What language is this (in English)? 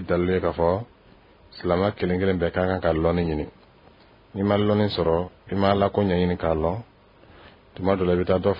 Dyula